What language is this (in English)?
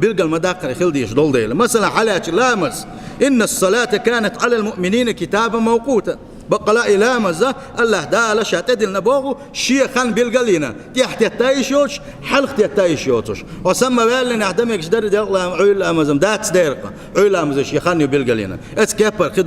Chechen